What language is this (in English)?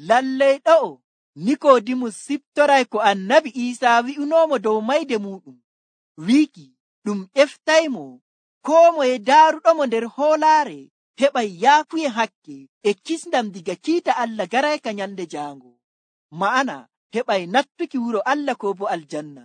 Nigerian Fulfulde